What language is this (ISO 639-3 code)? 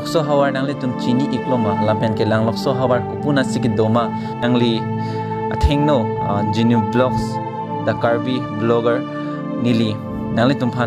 mjw